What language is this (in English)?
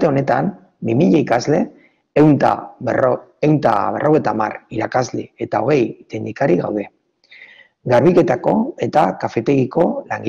Basque